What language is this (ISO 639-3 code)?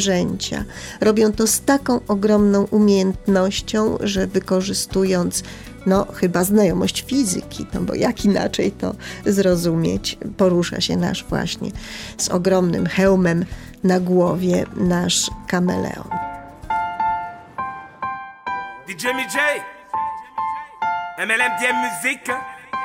pol